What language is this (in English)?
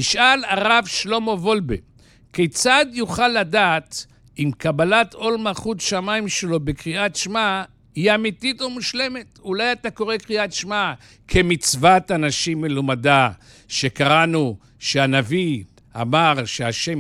Hebrew